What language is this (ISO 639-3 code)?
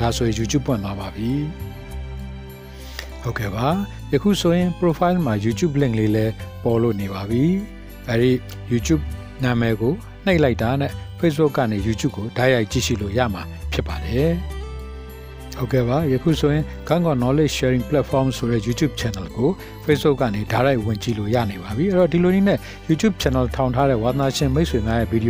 mya